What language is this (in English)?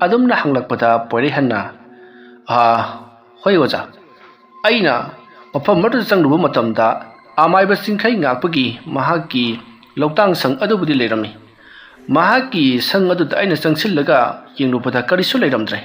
Manipuri